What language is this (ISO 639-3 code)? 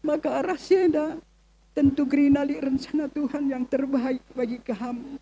btx